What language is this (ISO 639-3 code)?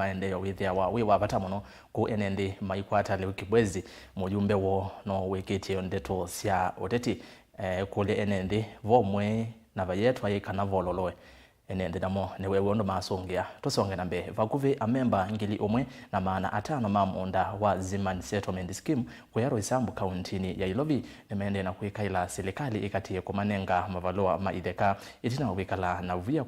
kam